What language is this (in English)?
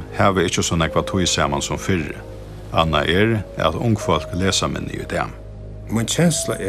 Faroese